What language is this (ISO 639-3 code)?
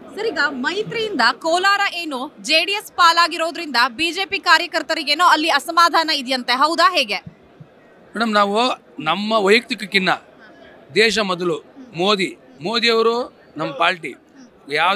kan